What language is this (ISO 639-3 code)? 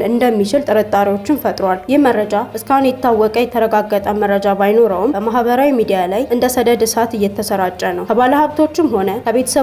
amh